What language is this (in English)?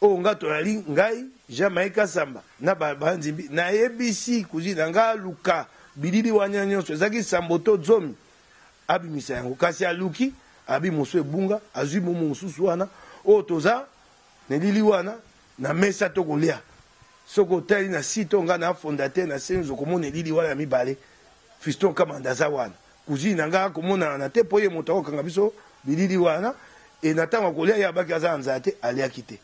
Lingala